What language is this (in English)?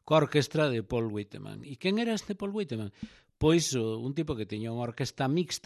Galician